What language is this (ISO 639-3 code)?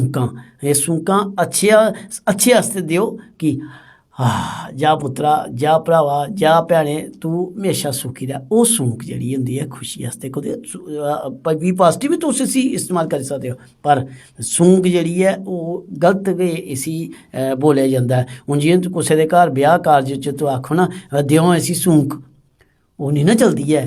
doi